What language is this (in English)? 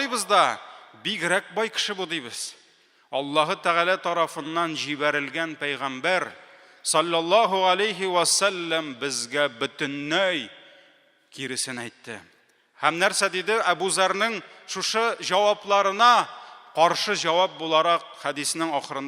Tatar